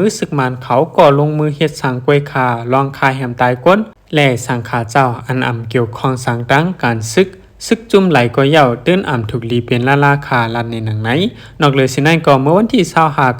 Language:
Shan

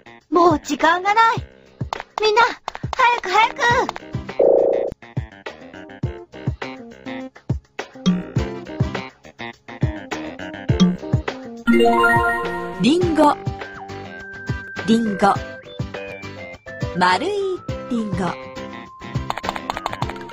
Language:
Japanese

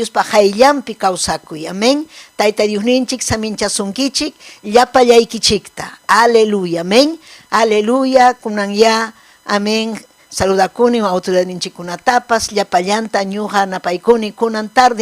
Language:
Ayacucho Quechua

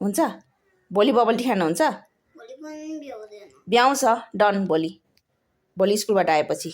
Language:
Nepali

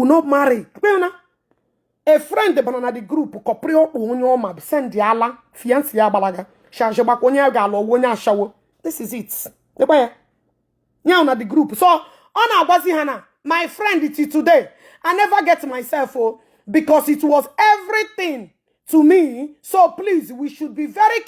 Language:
Igbo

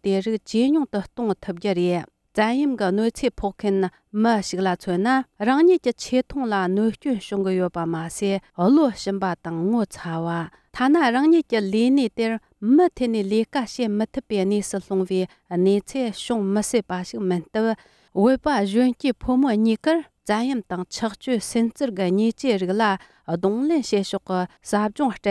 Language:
Tibetan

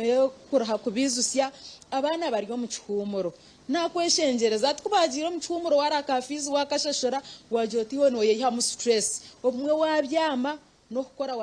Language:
Nyankole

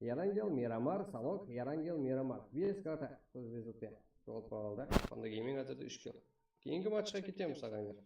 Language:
Kara-Kalpak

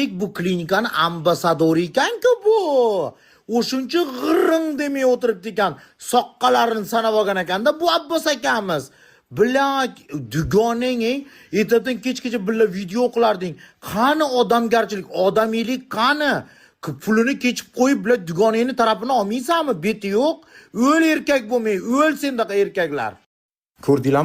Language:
Uzbek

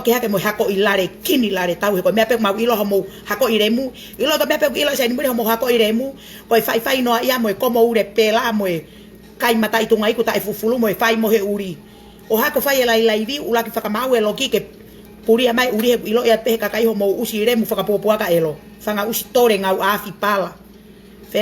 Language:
Tongan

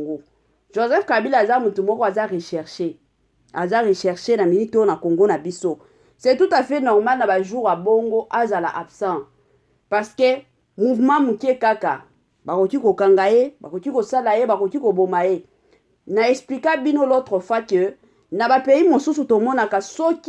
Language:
Lingala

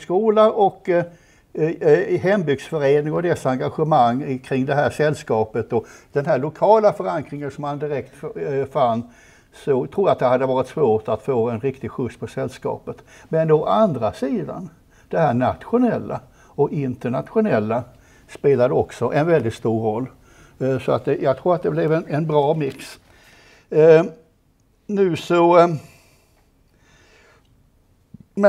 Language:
Swedish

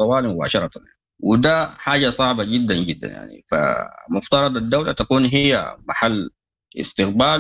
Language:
Sudanese Arabic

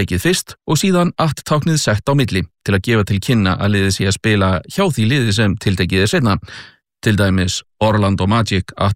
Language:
Icelandic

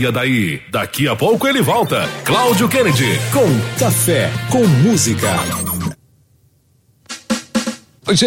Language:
Portuguese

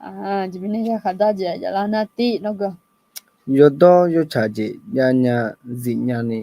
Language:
Akha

